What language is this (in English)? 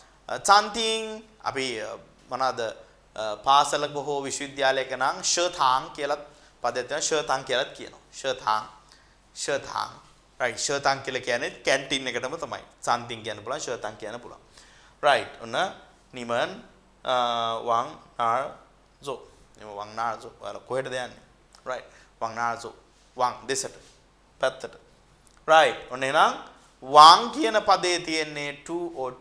Sinhala